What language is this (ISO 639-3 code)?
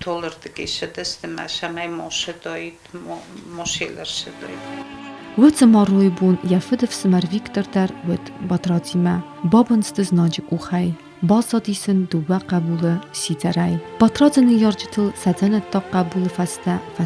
oss